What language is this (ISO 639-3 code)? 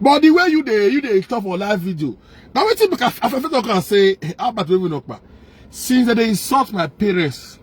pcm